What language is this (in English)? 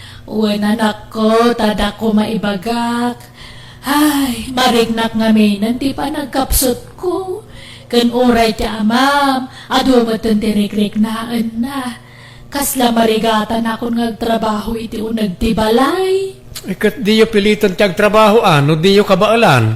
Iloko